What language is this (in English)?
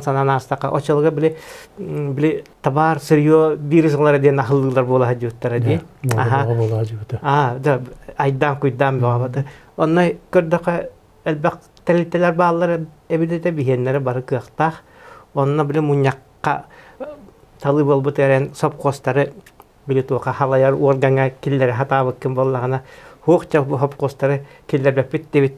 Yakut